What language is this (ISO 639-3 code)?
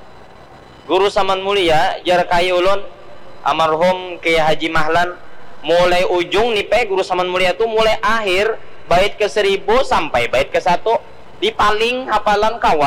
bjn